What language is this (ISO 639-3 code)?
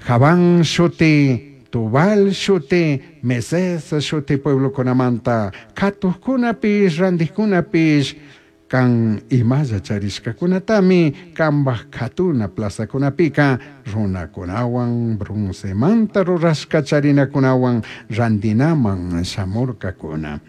qug